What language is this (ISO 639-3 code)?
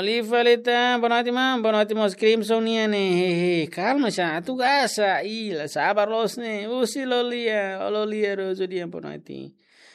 tet